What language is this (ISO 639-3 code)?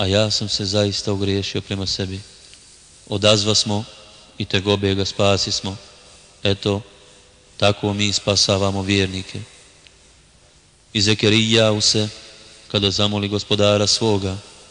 bos